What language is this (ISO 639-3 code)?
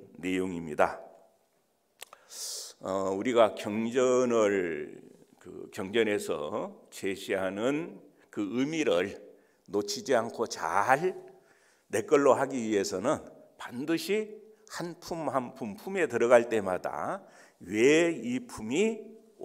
kor